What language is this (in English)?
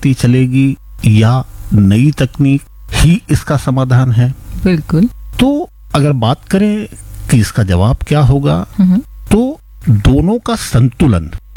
Hindi